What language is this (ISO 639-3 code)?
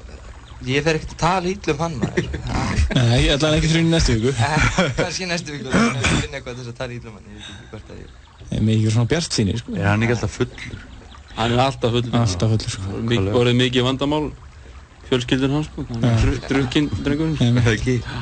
isl